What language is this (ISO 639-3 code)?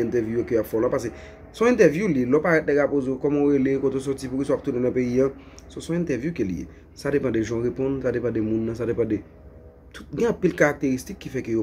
hat